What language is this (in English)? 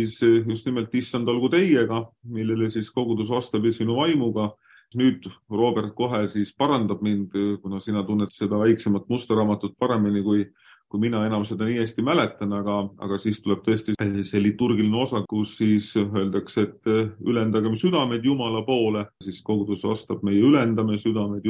Estonian